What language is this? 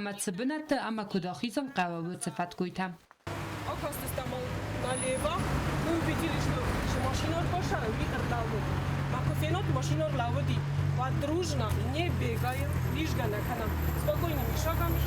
Ossetic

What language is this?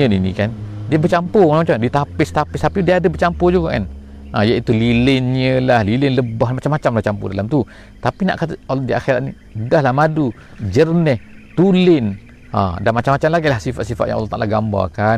Malay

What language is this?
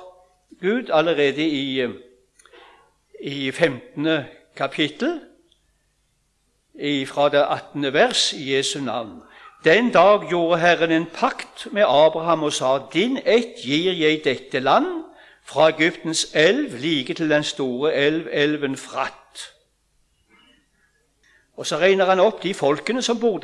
Norwegian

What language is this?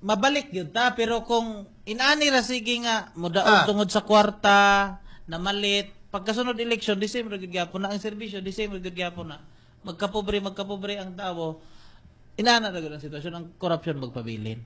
Cebuano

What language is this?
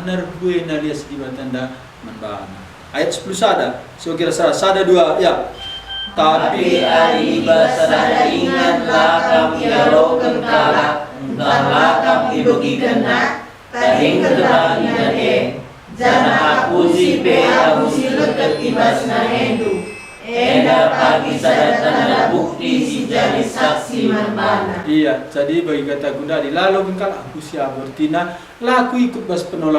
Batak Karo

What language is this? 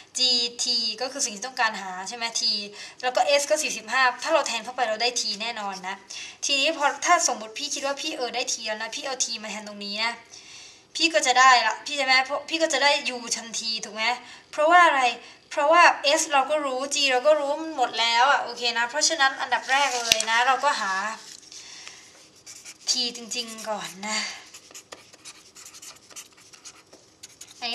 Thai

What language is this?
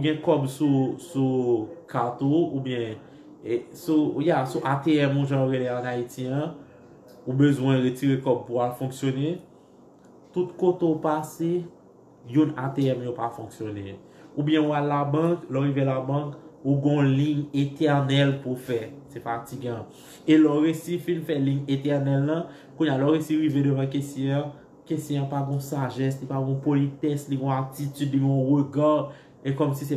Haitian Creole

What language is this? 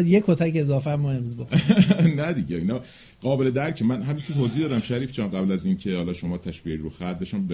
Persian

